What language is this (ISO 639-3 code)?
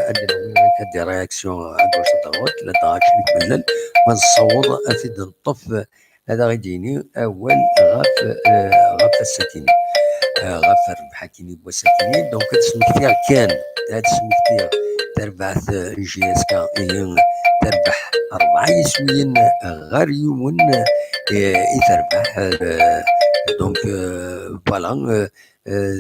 kab